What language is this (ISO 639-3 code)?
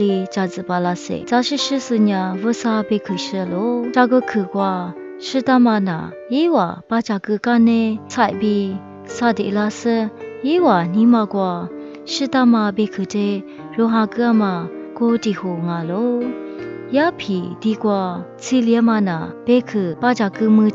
lis